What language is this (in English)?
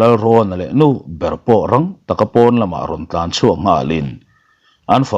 Mizo